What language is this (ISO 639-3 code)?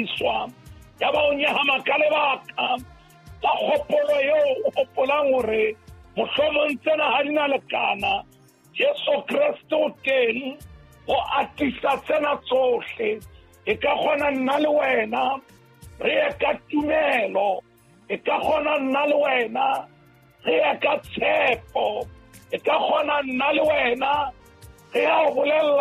sot